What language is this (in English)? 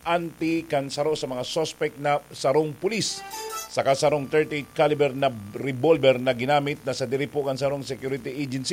Bikol